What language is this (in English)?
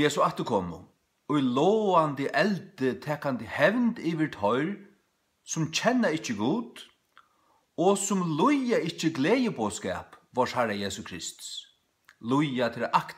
Faroese